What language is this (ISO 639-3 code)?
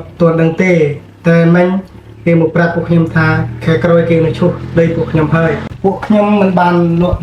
khm